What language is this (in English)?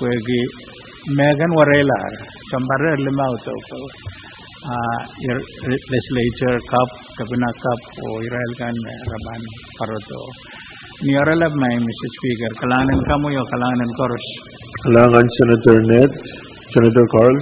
Pohnpeian